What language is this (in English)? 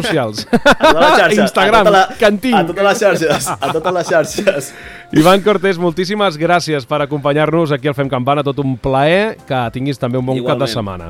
Catalan